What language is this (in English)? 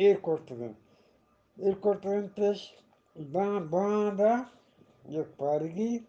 Eastern Balochi